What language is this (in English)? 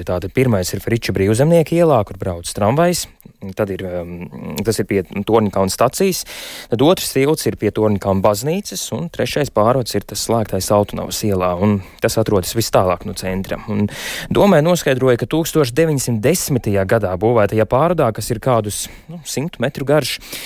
Latvian